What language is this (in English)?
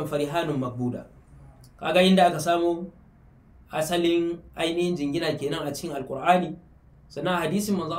Hausa